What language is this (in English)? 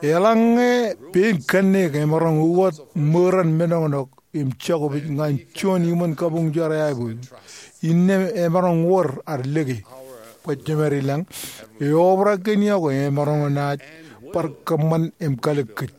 Marshallese